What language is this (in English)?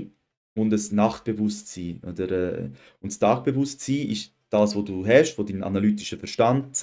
Swiss German